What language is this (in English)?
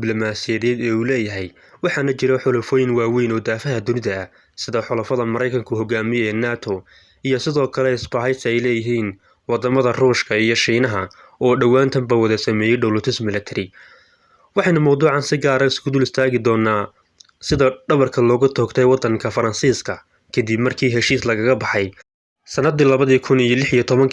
Somali